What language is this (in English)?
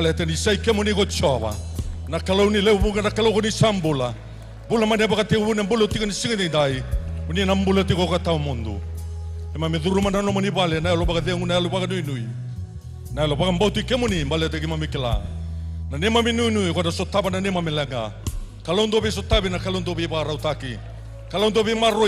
Fijian